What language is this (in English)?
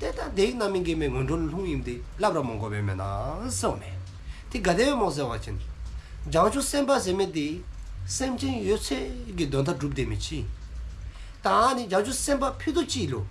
Dzongkha